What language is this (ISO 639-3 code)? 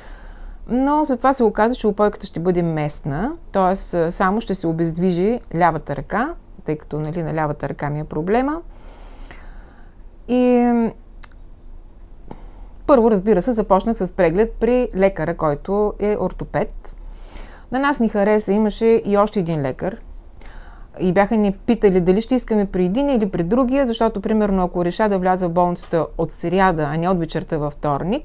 bul